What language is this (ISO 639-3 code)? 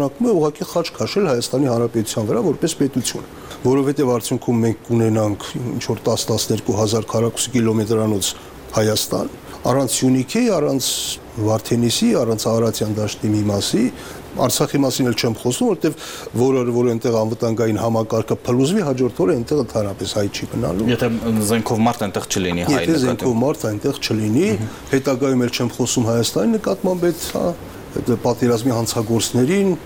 hye